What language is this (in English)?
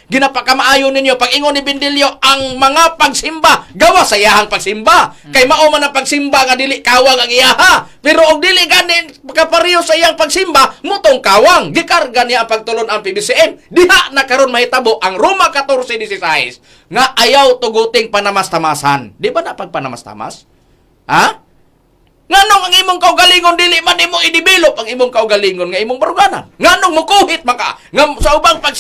Cebuano